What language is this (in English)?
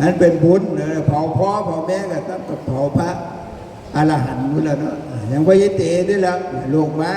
Northeastern Thai